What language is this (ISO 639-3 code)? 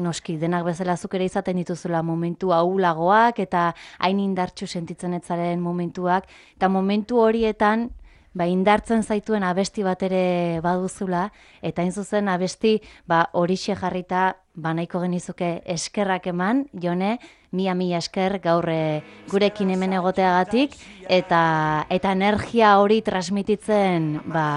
eus